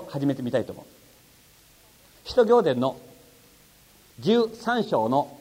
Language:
Japanese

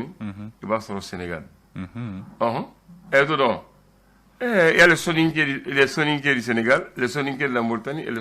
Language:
Bambara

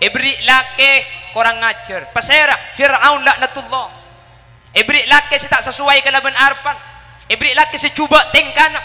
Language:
Madurese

